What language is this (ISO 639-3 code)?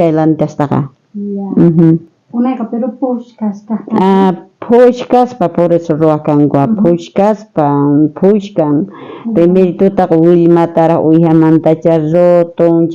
quh